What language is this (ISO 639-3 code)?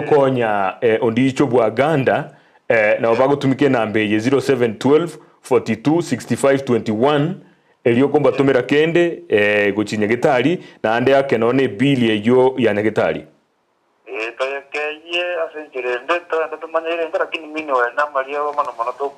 guz